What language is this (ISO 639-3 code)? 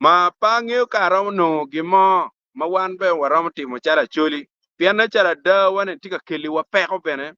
ach